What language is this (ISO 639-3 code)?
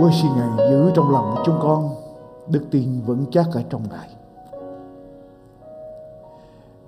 vie